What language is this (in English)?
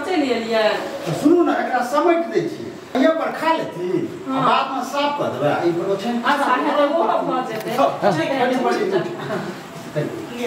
Maithili